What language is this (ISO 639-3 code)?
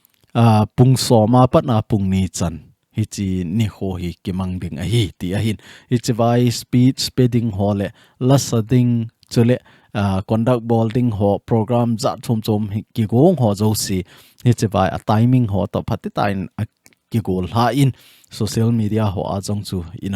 tcz